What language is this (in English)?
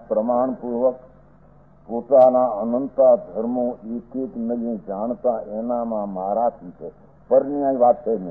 Gujarati